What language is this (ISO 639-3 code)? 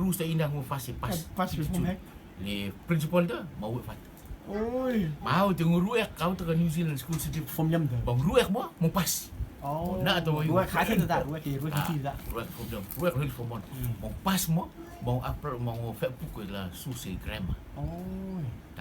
rtm